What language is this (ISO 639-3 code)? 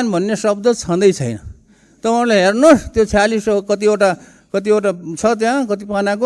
nep